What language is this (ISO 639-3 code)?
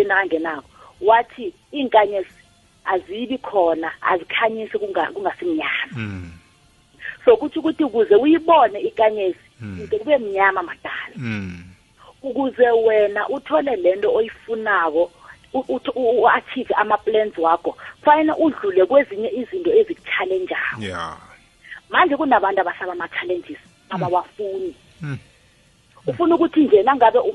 nbl